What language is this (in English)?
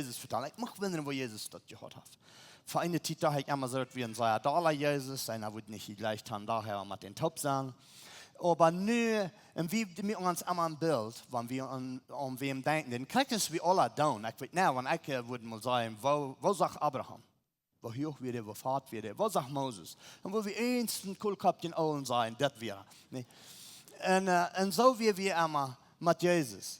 Plautdietsch